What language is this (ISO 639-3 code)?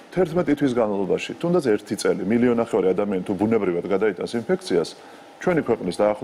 kat